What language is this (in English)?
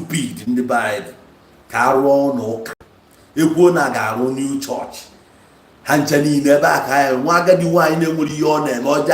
Igbo